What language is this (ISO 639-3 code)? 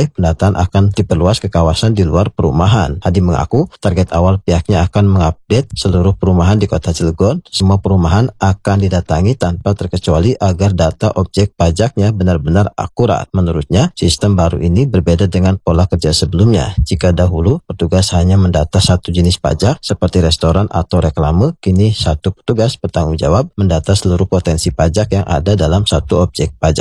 ind